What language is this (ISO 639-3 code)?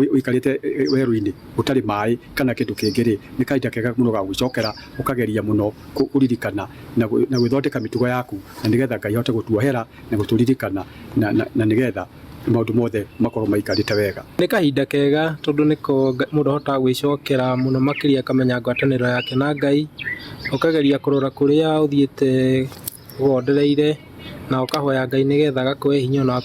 kik